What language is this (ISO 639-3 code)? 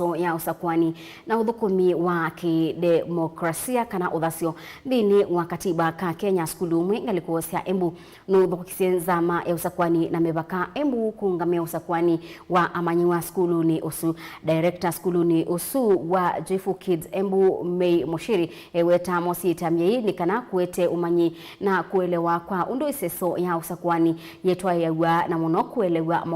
kam